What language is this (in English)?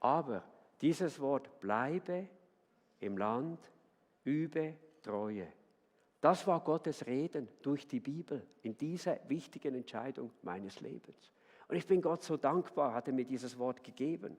Swiss German